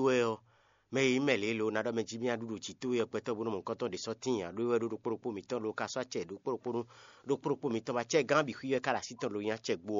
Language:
Fon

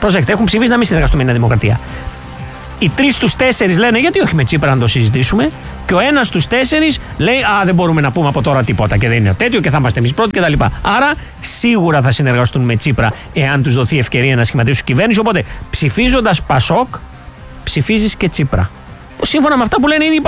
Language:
Greek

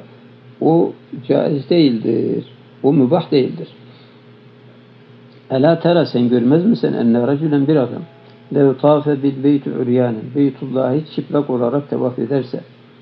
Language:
Turkish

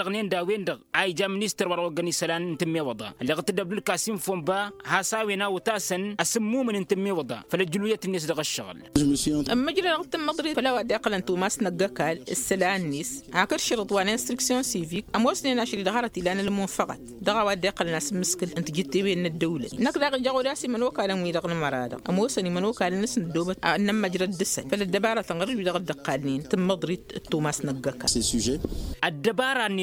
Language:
Tamasheq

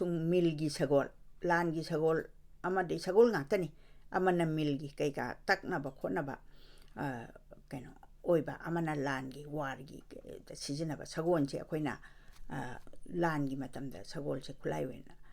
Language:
Manipuri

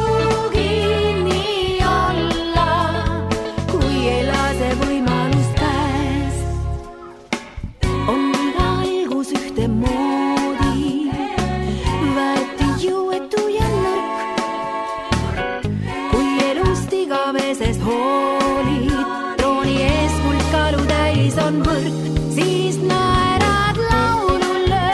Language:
Estonian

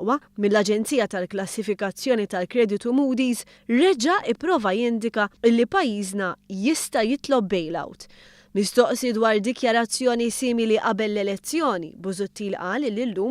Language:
Maltese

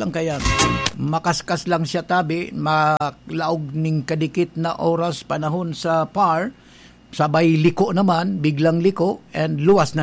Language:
Bikol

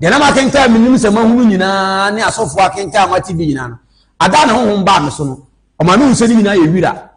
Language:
Akan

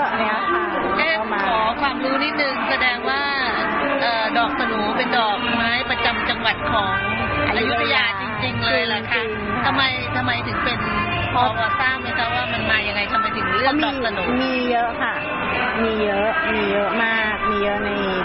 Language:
Thai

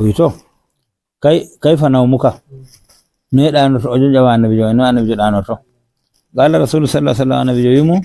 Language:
Fula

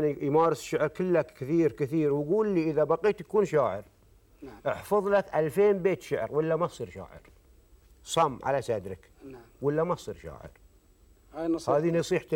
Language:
Gulf Arabic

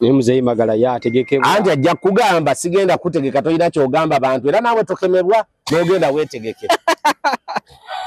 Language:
Ganda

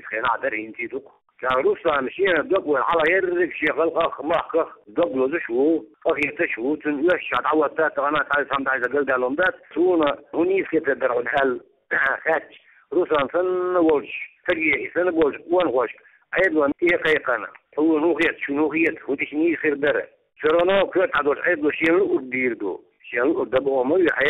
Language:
Chechen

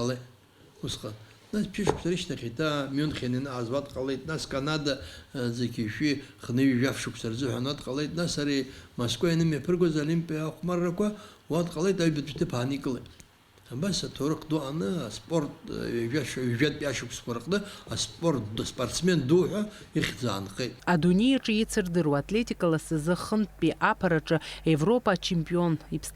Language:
Abkhazian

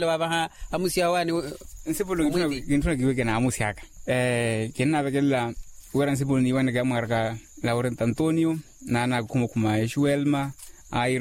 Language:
Makhuwa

